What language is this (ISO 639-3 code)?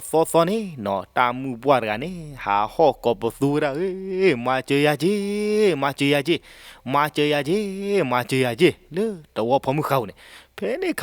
ksw